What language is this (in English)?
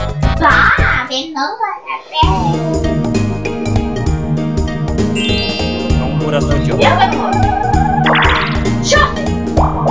Romanian